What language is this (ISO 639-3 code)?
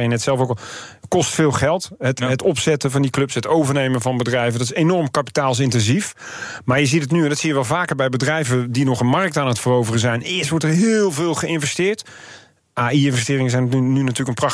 nld